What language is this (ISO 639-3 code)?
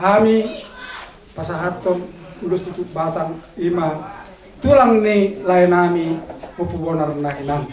bbc